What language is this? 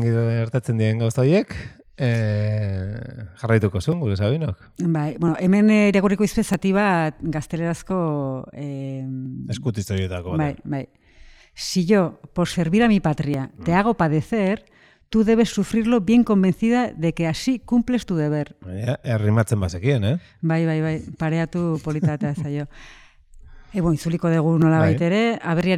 Basque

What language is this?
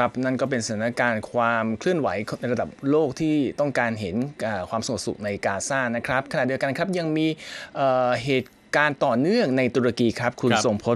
Thai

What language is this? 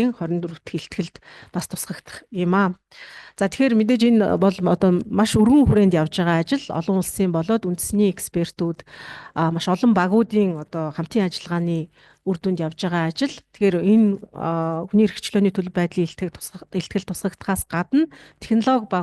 Mongolian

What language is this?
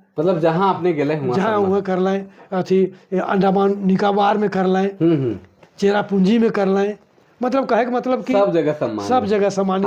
Sadri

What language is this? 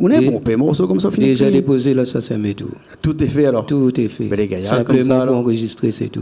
Réunion Creole French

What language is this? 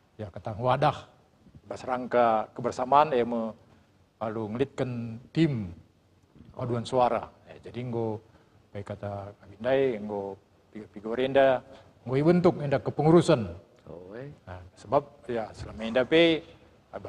Batak Karo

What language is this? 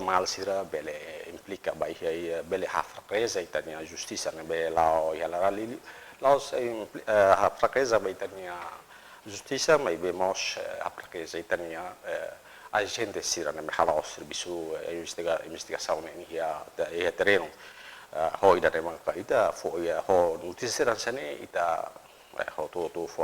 Tetum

